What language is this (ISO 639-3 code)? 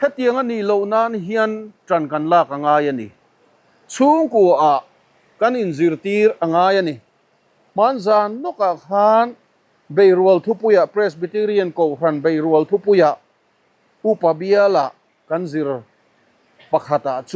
lus